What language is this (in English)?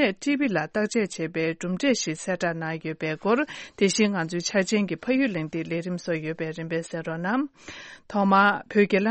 Tibetan